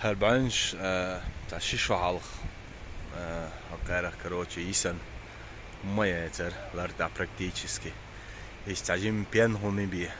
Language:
Chechen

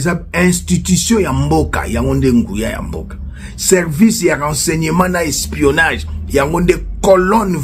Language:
Lingala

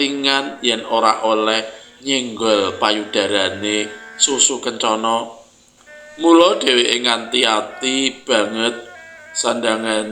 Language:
Javanese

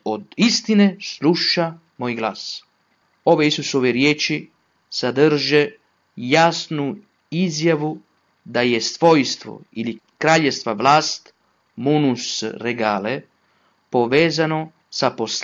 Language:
Croatian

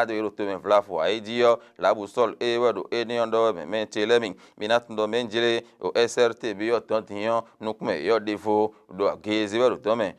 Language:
Fon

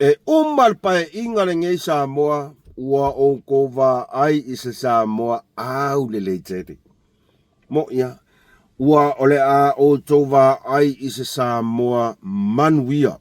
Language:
Samoan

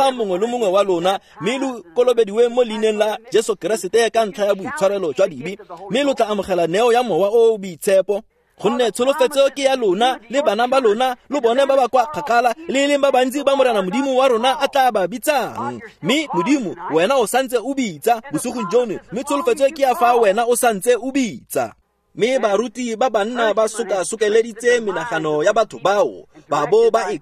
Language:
Tswana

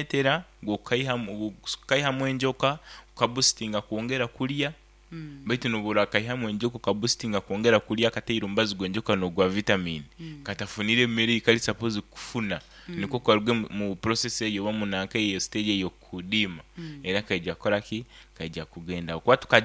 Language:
Nyankole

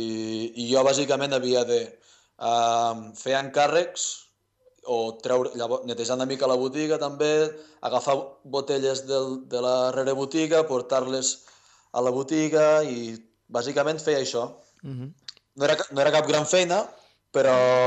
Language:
Catalan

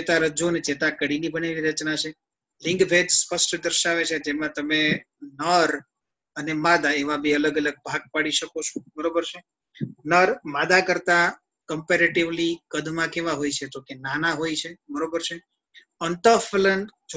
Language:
Gujarati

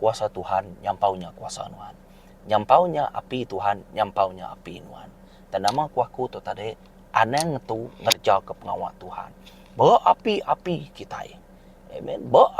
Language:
Iban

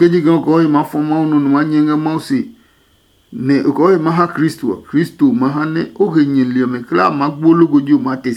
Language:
Adangme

